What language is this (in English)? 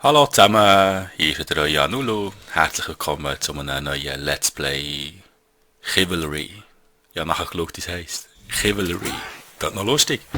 Swiss German